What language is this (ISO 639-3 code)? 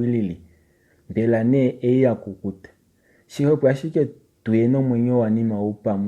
kua